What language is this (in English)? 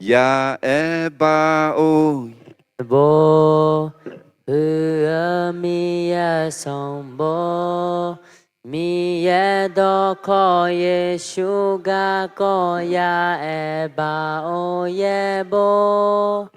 Akha